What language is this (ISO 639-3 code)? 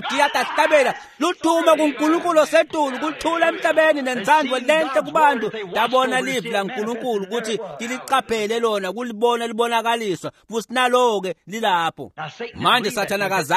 ssw